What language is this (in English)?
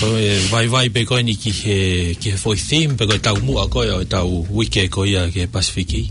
Tongan